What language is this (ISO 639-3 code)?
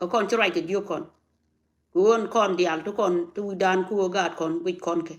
nus